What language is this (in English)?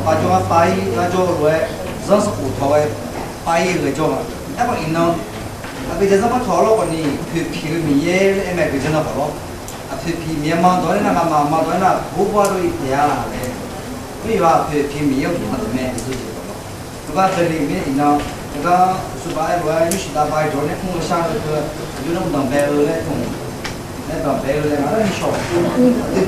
Akha